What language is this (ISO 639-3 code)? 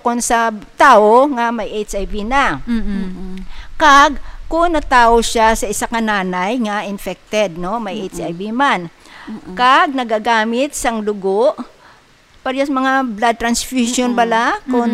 hil